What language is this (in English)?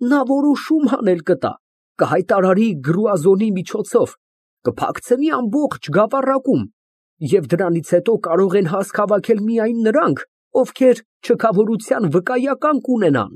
Armenian